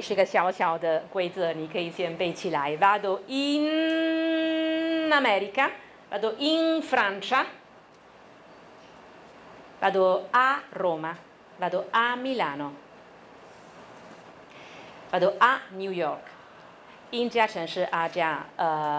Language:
Chinese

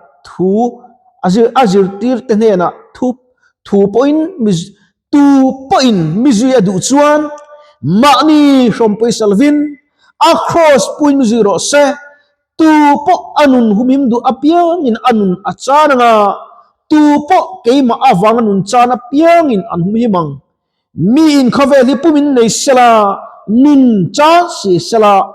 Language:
Mizo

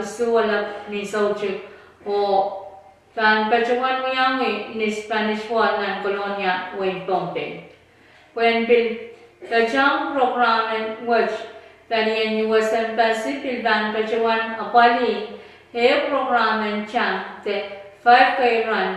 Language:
Pohnpeian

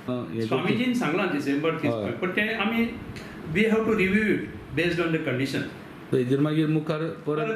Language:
Konkani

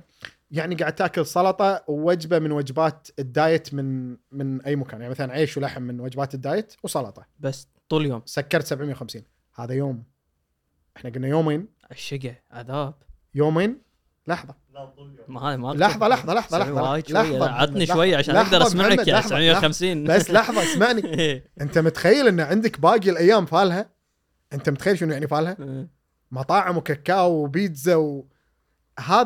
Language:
Gulf Arabic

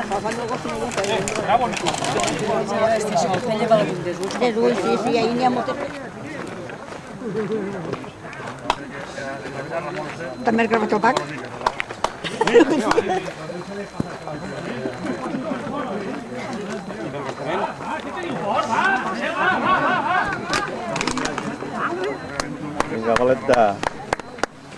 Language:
Catalan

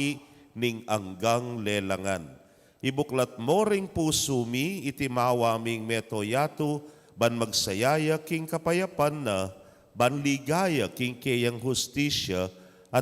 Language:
Pampanga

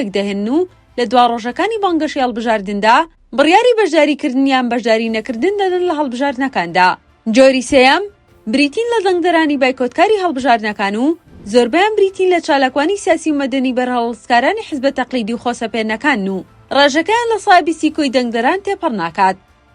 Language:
Central Kurdish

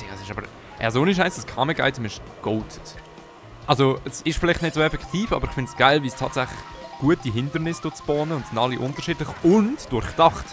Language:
Swiss German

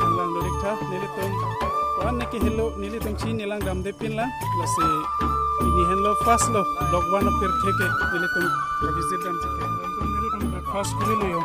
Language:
Karbi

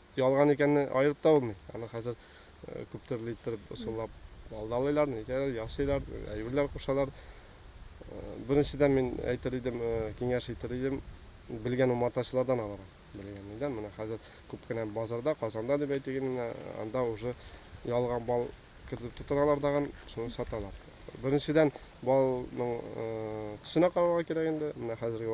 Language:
Tatar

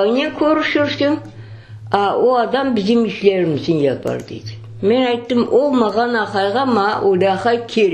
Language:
Crimean Tatar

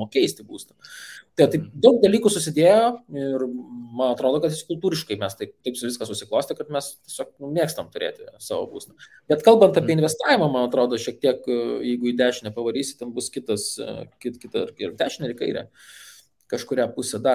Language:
Lithuanian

